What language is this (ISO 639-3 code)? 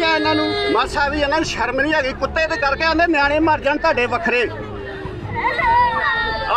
pan